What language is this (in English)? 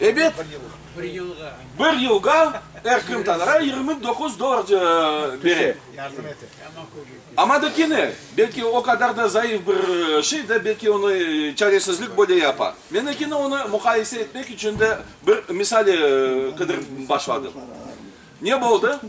Crimean Tatar